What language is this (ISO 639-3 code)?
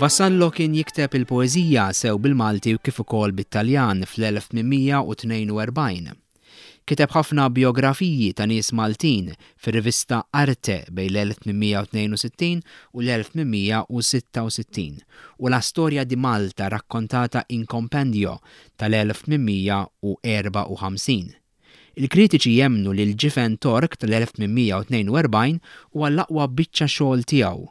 mlt